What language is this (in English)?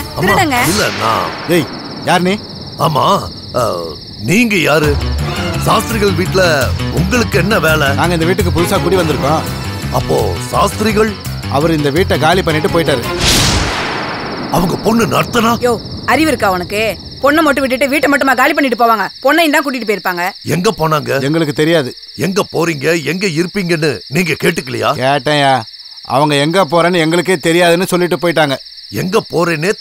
Tamil